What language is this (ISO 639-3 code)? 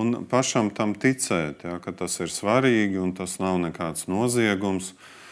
lav